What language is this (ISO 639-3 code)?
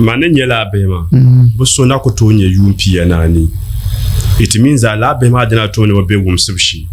dag